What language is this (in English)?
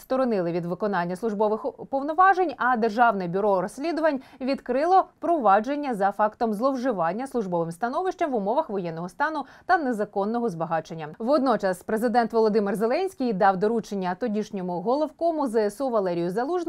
Ukrainian